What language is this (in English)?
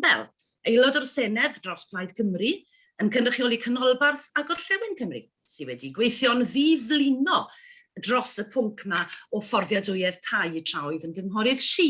Welsh